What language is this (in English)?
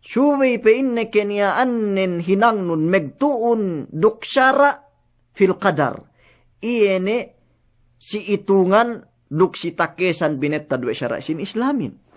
Yakan